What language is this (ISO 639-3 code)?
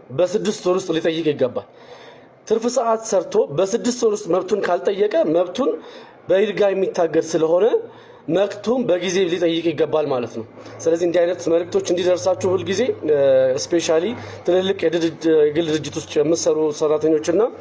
amh